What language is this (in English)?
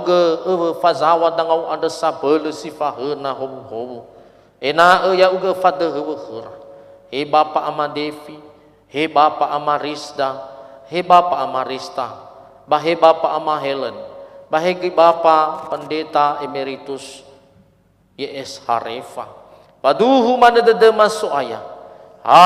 Nias